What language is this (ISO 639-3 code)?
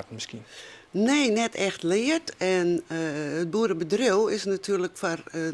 fry